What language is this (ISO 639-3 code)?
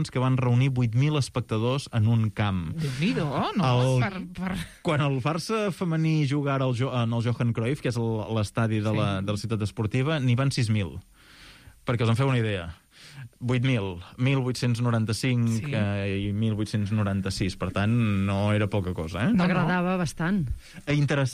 cat